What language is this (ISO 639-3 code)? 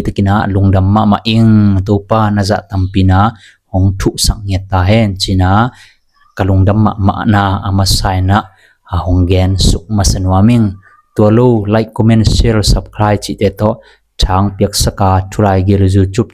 ctd